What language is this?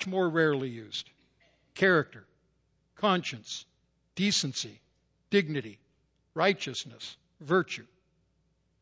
English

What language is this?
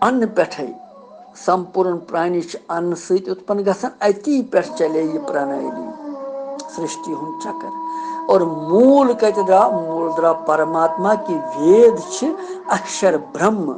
Kashmiri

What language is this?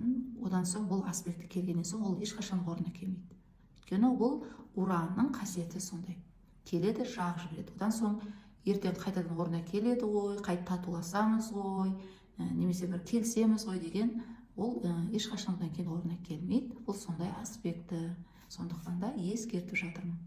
Kazakh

